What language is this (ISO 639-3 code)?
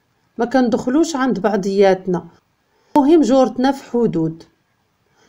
ary